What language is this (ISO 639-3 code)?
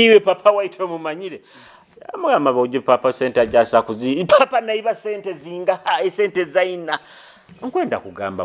nyo